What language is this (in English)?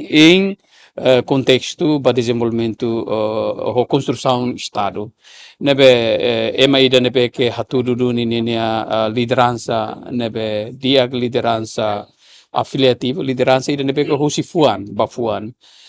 Tetum